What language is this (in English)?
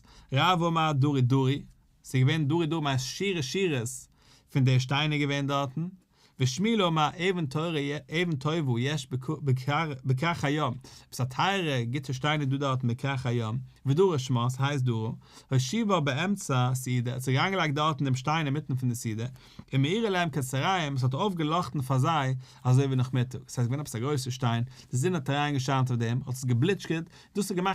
Yiddish